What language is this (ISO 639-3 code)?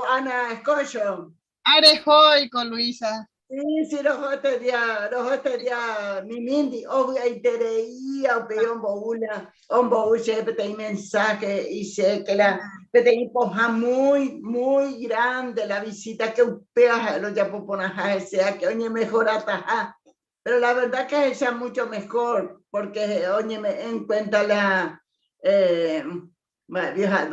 grn